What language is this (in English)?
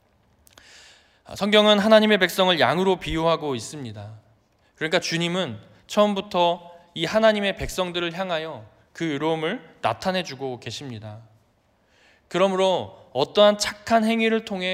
Korean